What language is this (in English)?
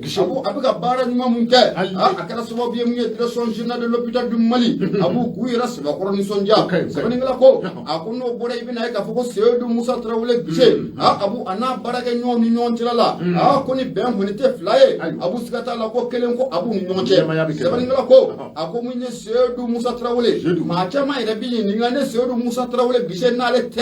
Bambara